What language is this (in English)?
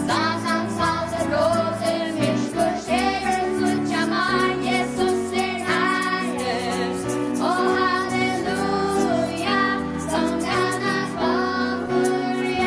Faroese